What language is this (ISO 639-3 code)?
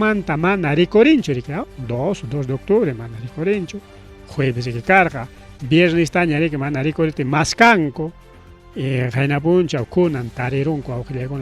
quy